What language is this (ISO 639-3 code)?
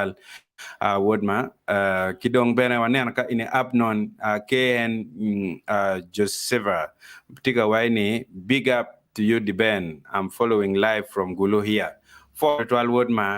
ach